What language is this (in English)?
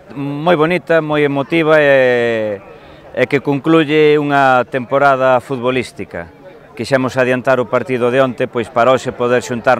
Galician